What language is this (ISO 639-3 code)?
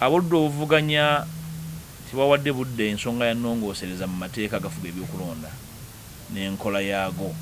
lug